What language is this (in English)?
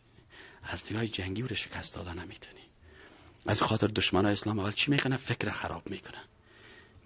Persian